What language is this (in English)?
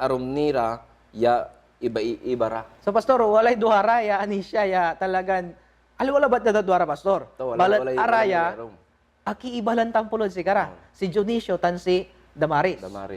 Pangasinan